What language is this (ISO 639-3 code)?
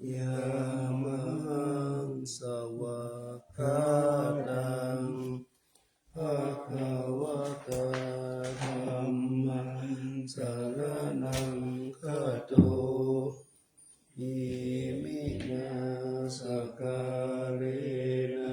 pli